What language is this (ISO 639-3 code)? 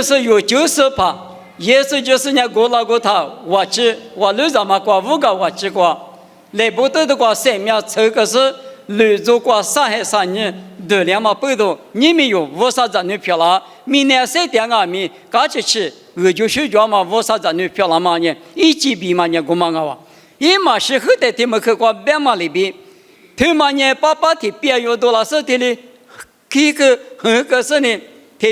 lis